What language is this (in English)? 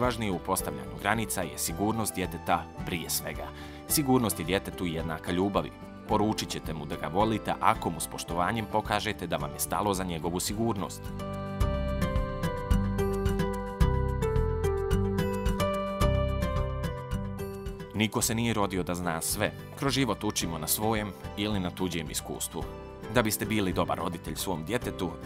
Bosnian